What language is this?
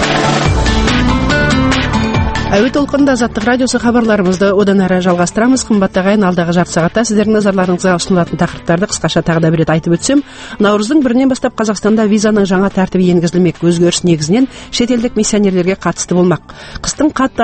Kazakh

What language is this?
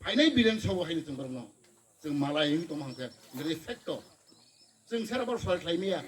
Kok Borok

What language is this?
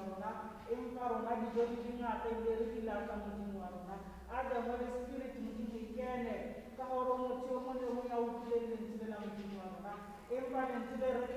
Tswana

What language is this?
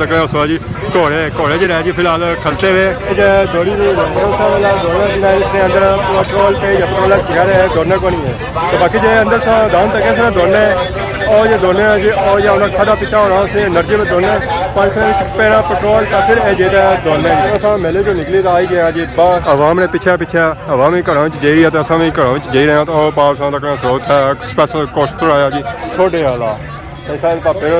Pahari-Potwari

